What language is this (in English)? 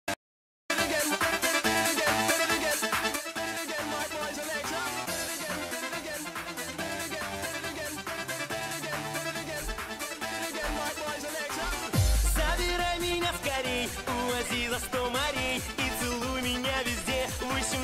Russian